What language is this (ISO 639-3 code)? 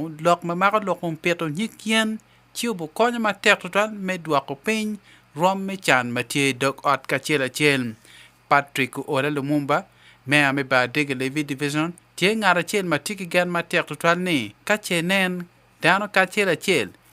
ach